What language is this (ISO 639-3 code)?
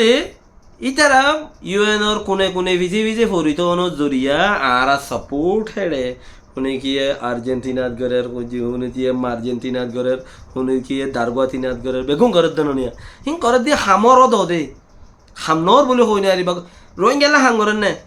rhg